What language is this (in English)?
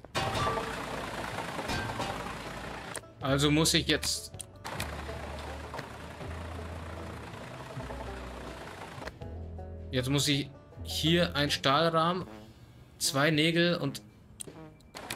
German